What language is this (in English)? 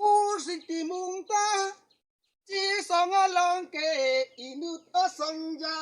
Karbi